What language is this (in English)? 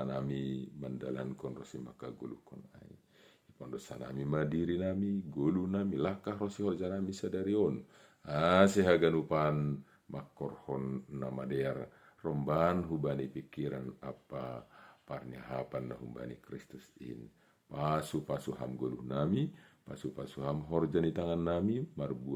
Batak Simalungun